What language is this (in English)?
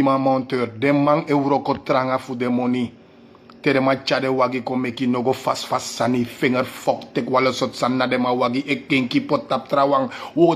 Sranan Tongo